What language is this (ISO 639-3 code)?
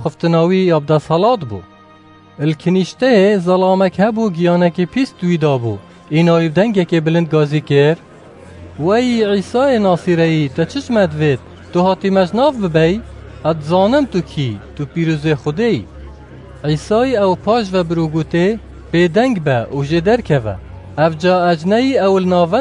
kur